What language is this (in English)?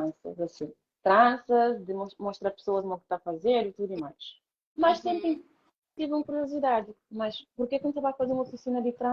Kabuverdianu